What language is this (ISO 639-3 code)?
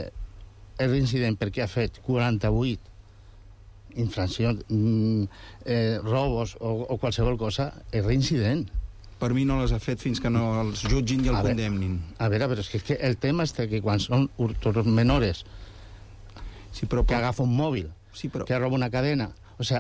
cat